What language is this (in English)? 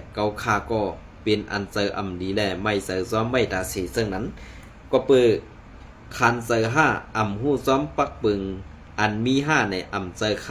Shan